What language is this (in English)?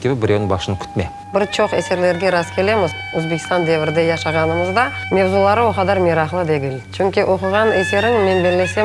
Crimean Tatar